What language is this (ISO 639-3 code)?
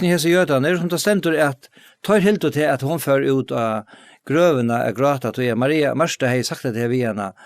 fao